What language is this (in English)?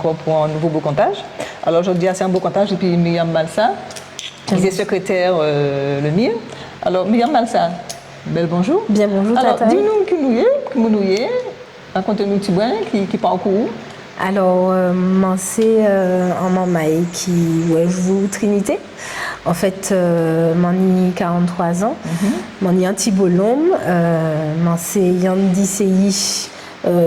Guadeloupean Creole French